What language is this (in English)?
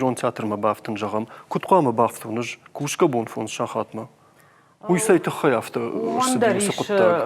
Ossetic